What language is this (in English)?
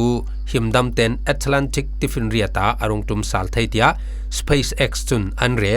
Falam Chin